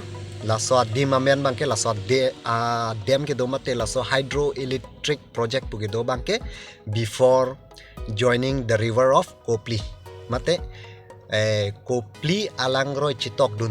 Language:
Karbi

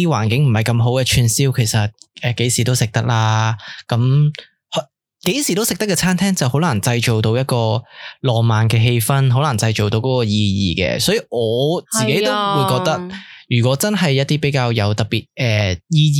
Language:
Cantonese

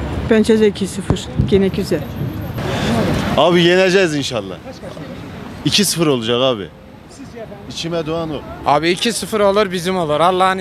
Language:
Turkish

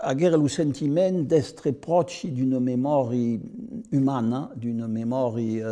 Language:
Occitan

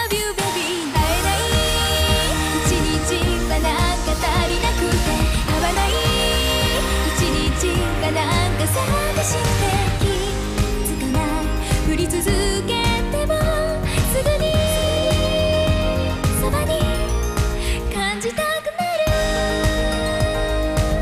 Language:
Japanese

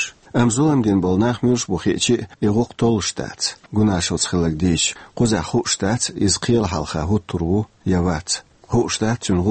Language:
Chechen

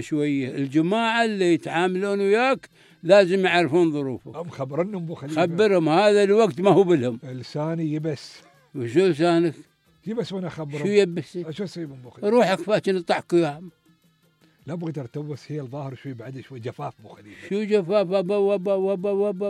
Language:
Gulf Arabic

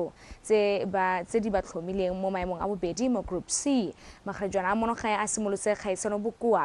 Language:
Tswana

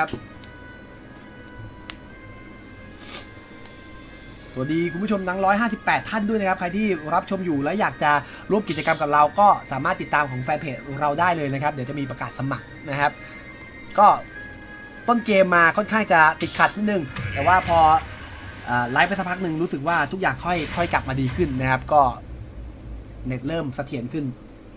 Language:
Thai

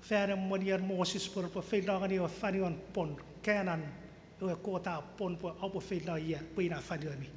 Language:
Chuukese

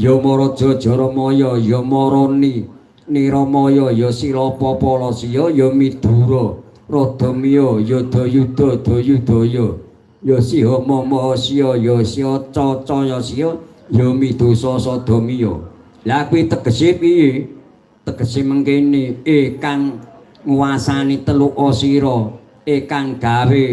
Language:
Javanese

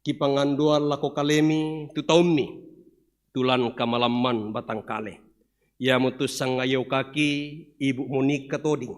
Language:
Toraja-Sa'dan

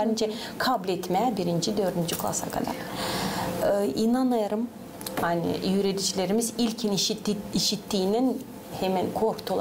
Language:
Gagauz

